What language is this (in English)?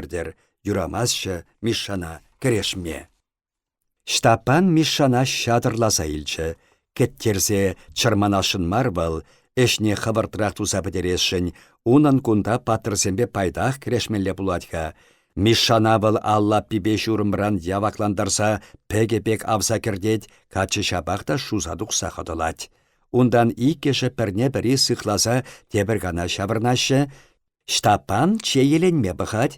Chuvash